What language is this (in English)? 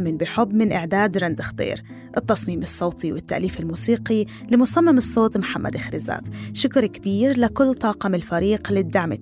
North Levantine Arabic